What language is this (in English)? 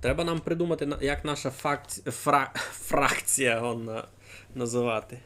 Rusyn